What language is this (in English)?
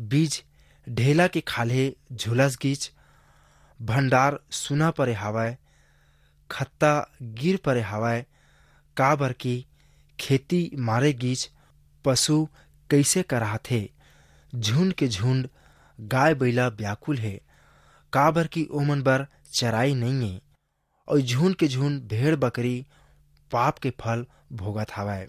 Chhattisgarhi